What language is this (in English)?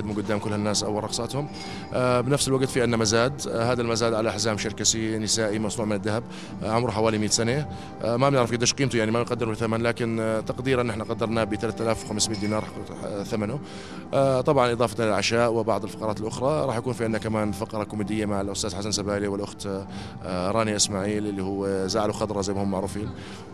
North Levantine Arabic